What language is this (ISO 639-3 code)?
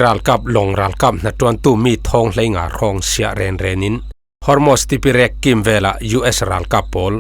cfm